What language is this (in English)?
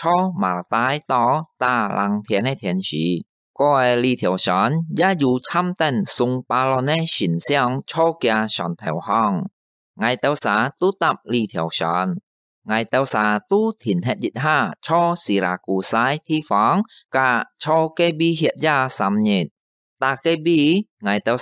Hakka Chinese